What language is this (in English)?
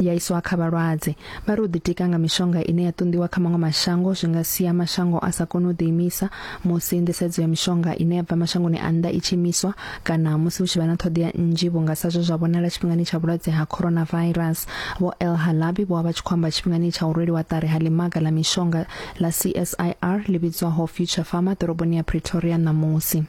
Venda